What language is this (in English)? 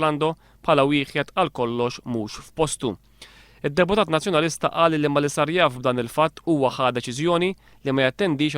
Maltese